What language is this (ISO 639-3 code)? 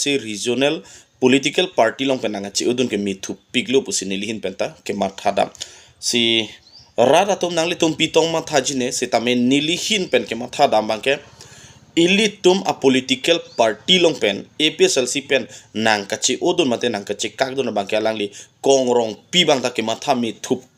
mjw